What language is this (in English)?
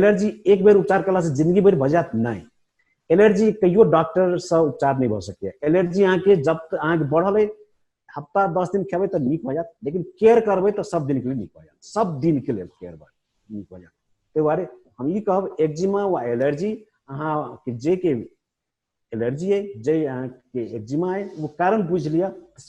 Maithili